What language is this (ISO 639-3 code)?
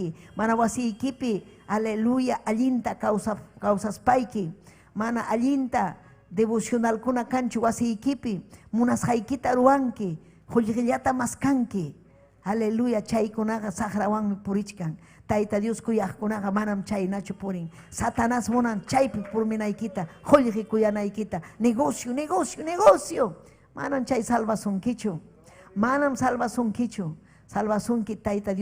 quy